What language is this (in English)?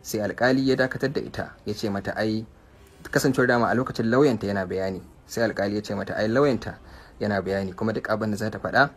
Hausa